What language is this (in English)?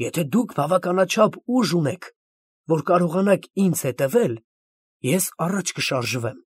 Armenian